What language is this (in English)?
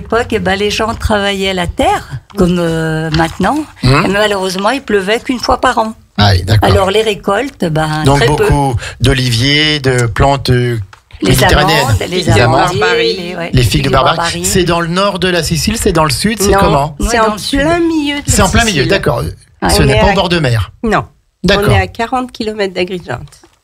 French